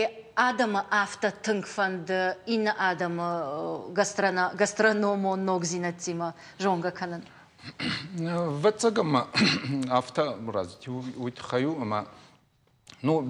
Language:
Ossetic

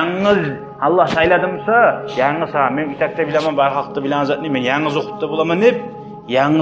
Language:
Kumyk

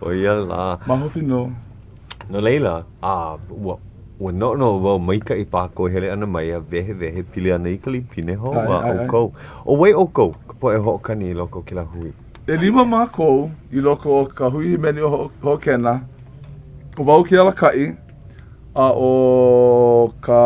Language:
Hawaiian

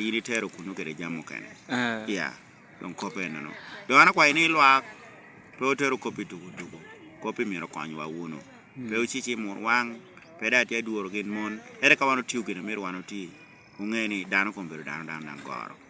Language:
Lango (Uganda)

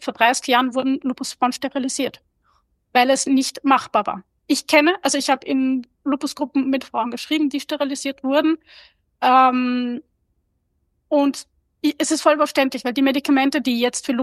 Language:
German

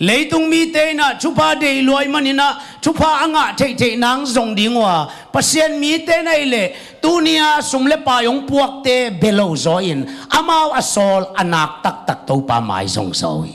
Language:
Tedim Chin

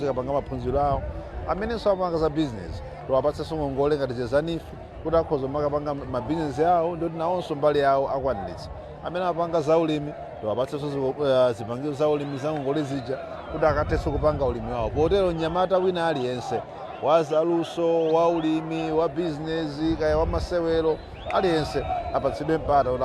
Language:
Nyanja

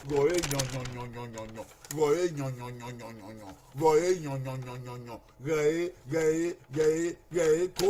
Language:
Bini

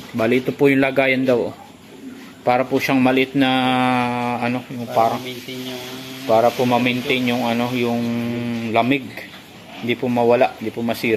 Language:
Filipino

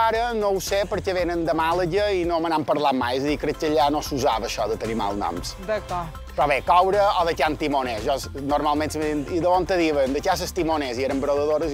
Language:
Catalan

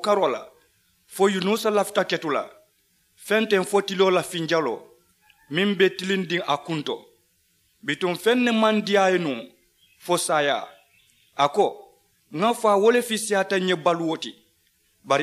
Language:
Mandingo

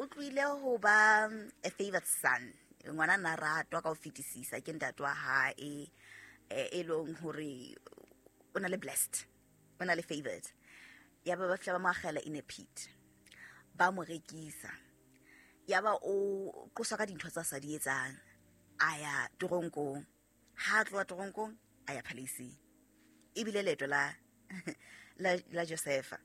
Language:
Southern Sotho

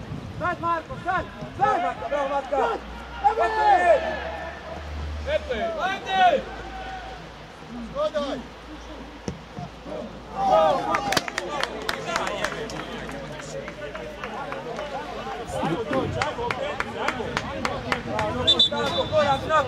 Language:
Croatian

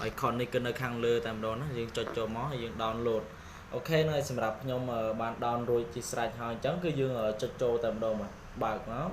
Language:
Khmer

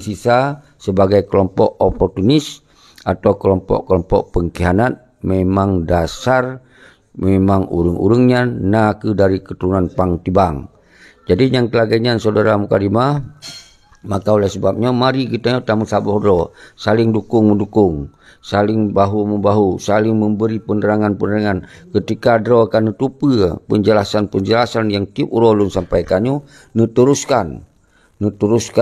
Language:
Achinese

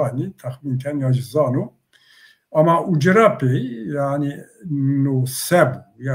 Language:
Zaza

